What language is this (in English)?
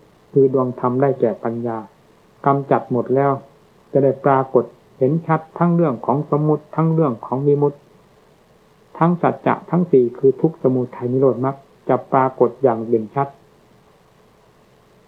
Thai